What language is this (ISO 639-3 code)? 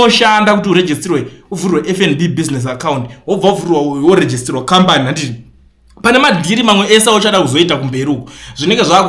sna